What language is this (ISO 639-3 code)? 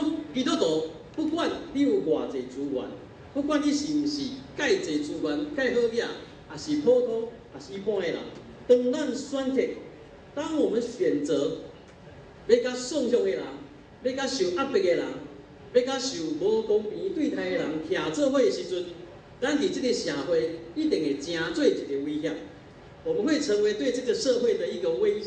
nan